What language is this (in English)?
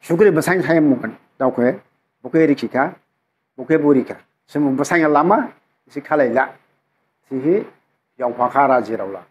Dimasa